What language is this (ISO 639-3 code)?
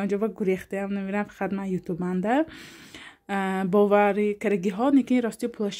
tgk